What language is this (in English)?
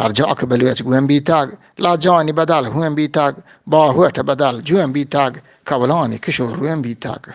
Eastern Balochi